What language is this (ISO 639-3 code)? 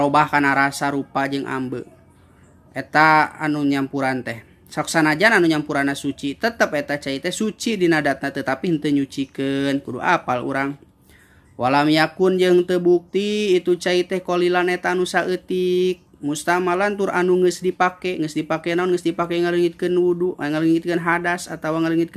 sun